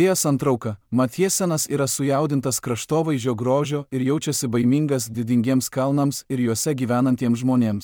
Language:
Lithuanian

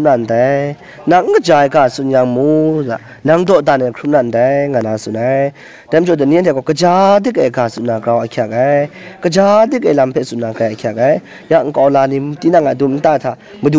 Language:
Kachin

